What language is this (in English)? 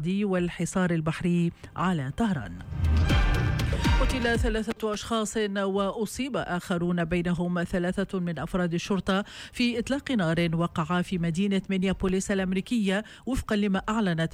Tunisian Arabic